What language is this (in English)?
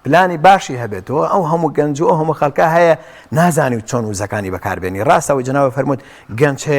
Central Kurdish